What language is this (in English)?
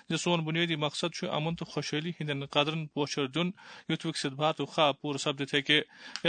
Kashmiri